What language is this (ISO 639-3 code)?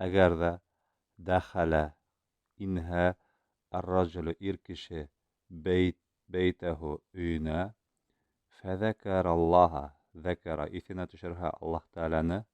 bak